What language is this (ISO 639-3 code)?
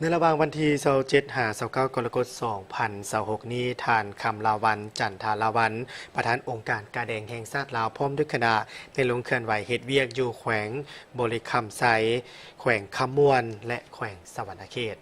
lao